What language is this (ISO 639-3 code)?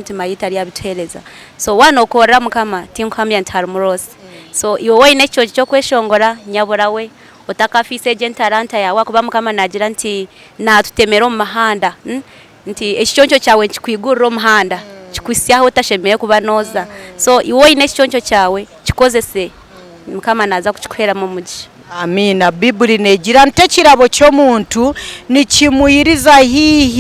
nyn